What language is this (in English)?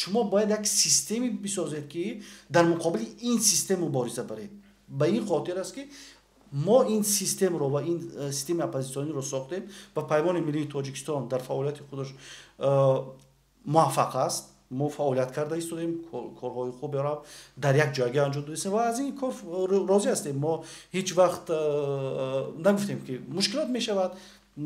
Tajik